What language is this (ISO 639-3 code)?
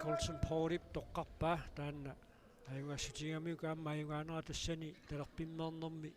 kal